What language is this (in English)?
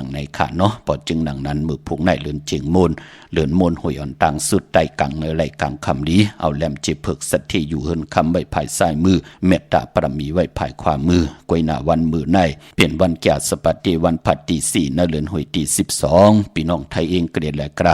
Shan